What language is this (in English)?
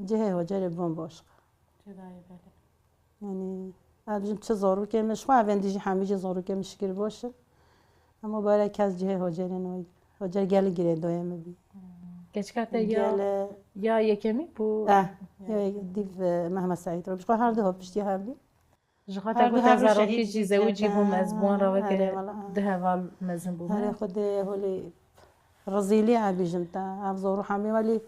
Kurdish